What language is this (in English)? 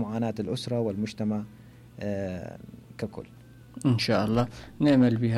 Mesopotamian Arabic